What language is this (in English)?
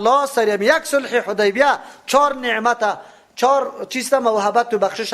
Persian